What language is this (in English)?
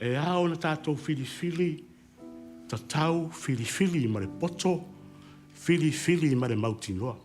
Samoan